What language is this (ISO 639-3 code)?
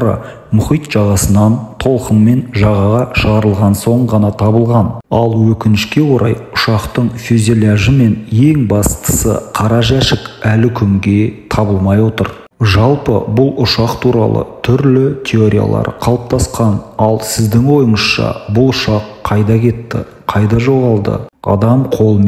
kaz